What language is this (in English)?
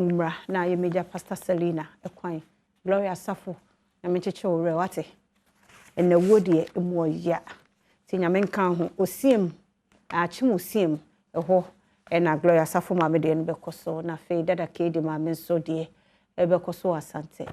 Akan